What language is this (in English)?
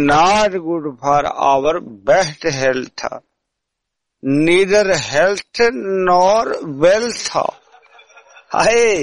Punjabi